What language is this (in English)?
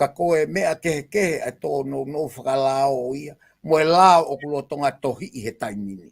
Tongan